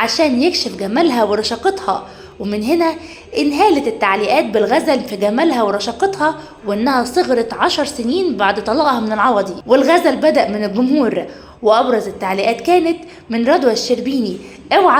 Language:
Egyptian Arabic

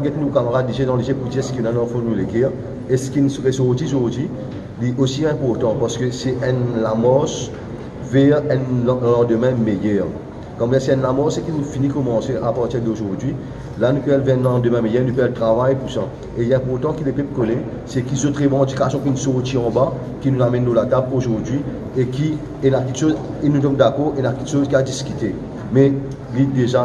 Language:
Morisyen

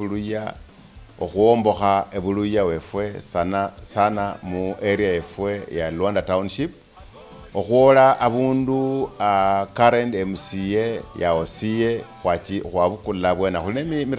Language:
Luyia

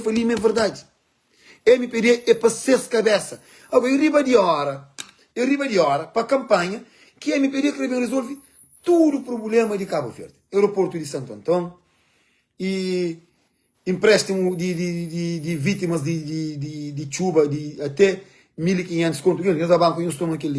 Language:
Kabuverdianu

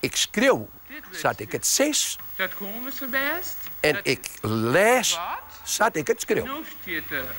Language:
Western Frisian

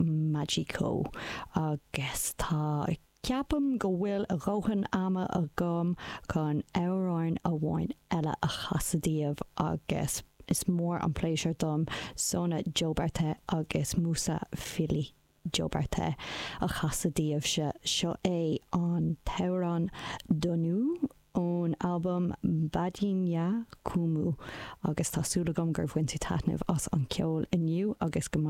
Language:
Irish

